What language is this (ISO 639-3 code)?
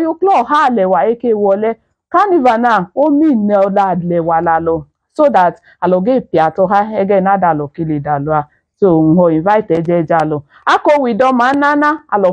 idu